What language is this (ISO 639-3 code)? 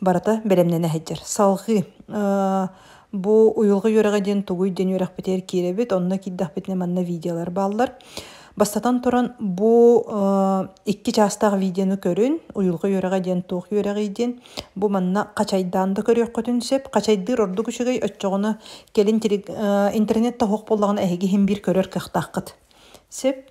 sah